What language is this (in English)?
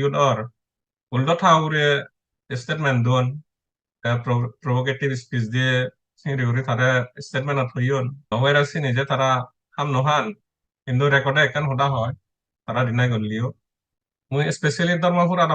Chakma